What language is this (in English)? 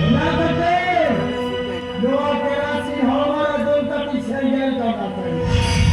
Santali